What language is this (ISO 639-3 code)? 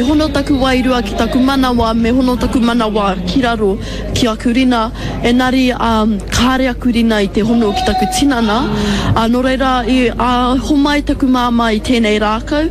mri